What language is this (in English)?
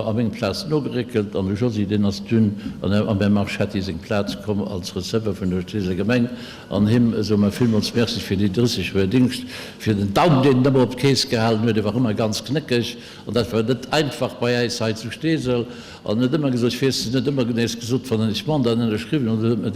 Luxembourgish